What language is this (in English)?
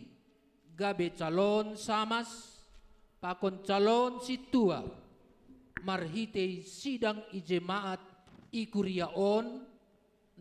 Batak Simalungun